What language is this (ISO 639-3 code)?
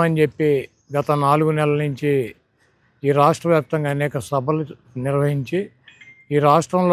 tel